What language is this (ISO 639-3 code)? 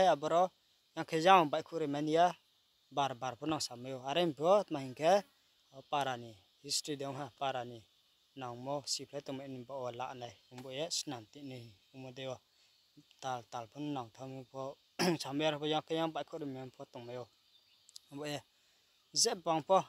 ria